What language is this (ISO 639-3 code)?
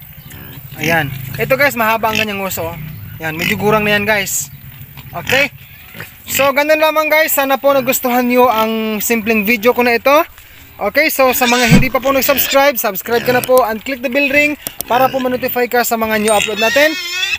fil